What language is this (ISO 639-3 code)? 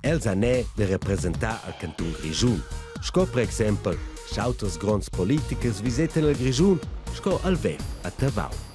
roh